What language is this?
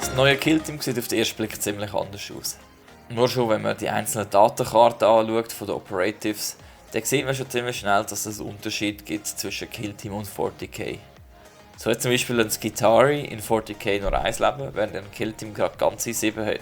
Swiss German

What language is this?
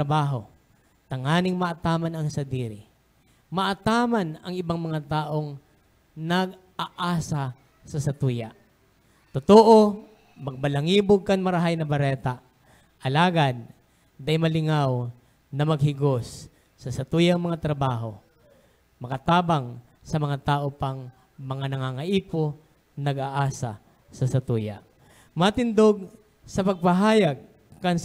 Bikol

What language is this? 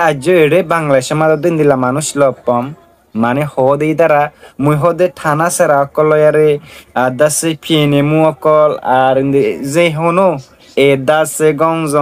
Rohingya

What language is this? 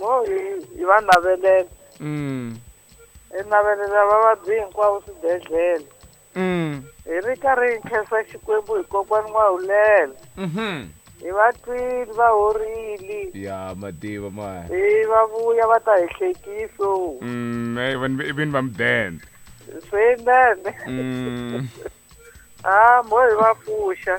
Tsonga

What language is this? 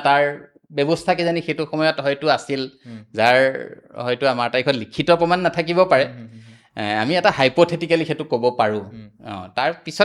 Assamese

